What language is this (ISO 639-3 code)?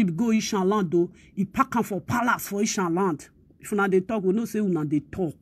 pcm